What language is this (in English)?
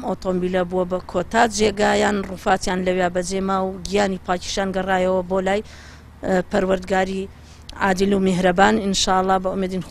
Kurdish